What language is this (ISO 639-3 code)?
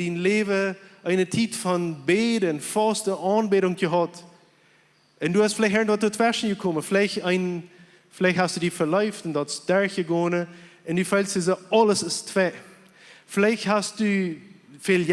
pdt